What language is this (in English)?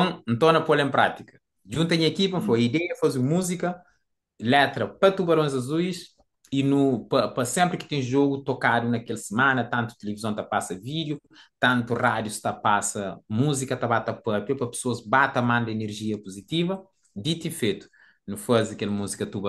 Kabuverdianu